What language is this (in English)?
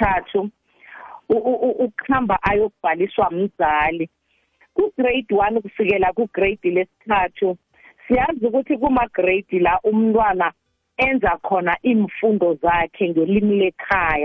South Ndebele